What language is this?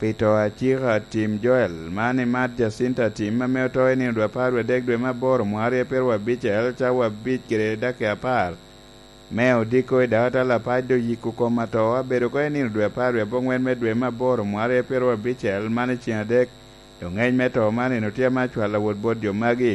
Lango (Uganda)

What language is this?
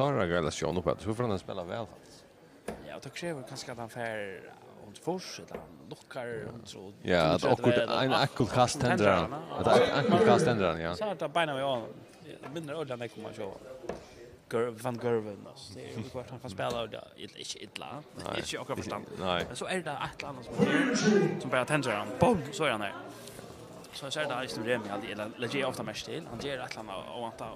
Faroese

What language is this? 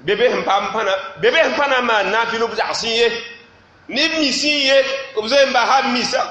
Mossi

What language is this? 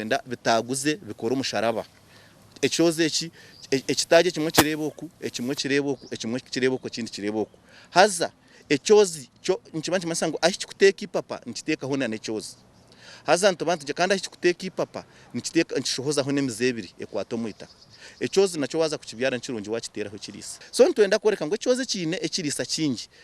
Nyankole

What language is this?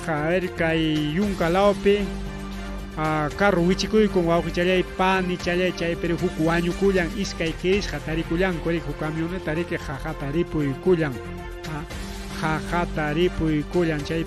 Ayacucho Quechua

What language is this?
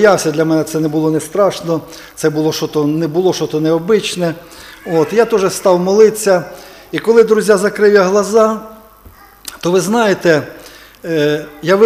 Ukrainian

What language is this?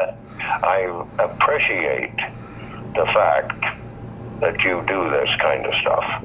English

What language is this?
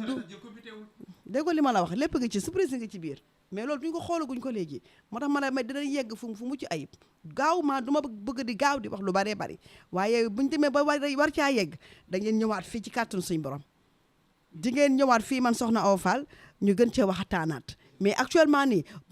Wolof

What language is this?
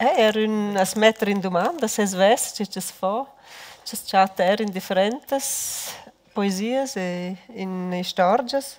Romansh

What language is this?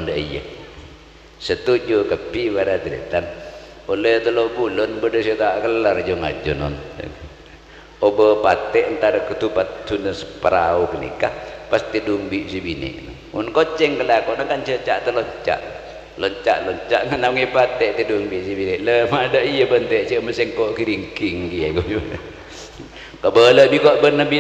Madurese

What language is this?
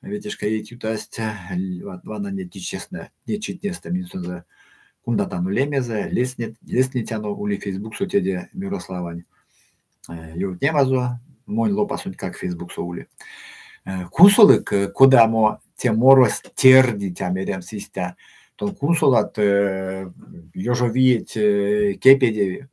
Erzya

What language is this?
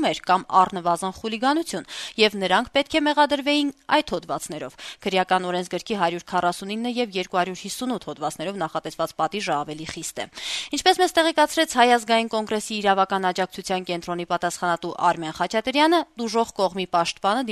Armenian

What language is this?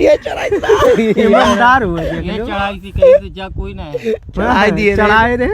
Awadhi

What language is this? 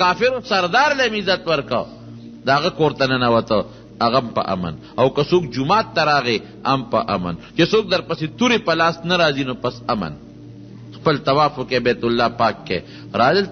Pashto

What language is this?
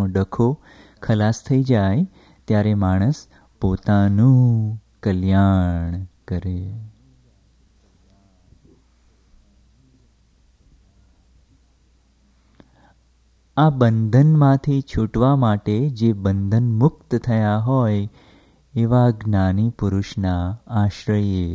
Gujarati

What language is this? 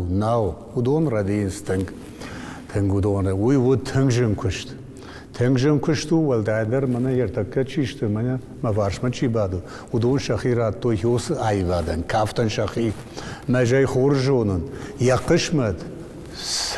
Ossetic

